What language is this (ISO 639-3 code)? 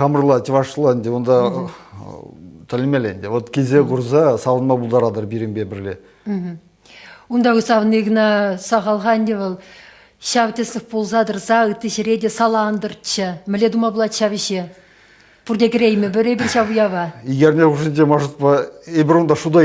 chv